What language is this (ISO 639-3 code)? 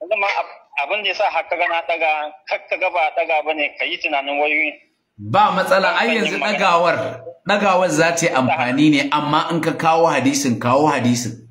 hau